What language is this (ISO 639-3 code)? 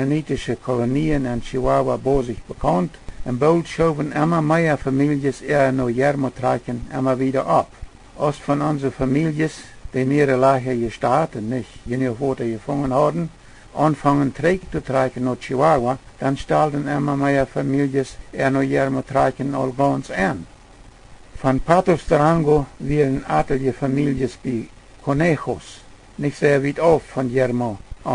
pdt